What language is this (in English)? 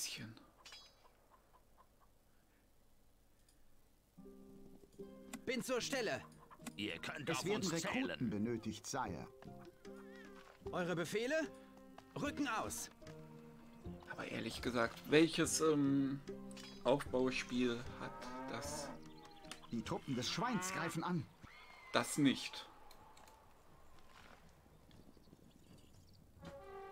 German